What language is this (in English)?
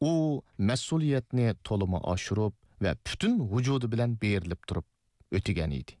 Uyghur